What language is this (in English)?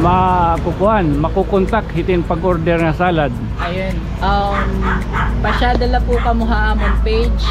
Waray